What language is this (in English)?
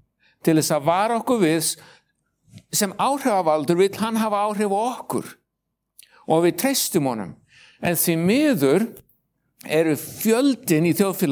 Icelandic